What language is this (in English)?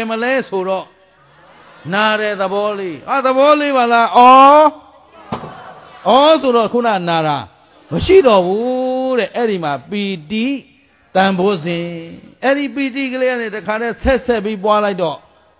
Burmese